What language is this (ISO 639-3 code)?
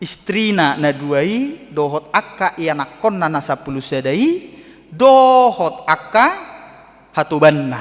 bbc